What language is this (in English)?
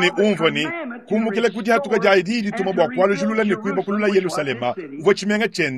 Luba-Lulua